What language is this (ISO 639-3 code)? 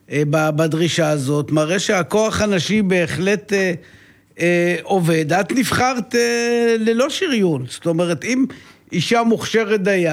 heb